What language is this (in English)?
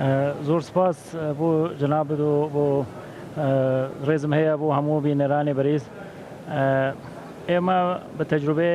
Central Kurdish